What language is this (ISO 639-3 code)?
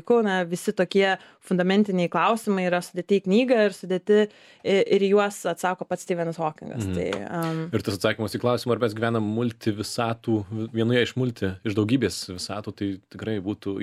lit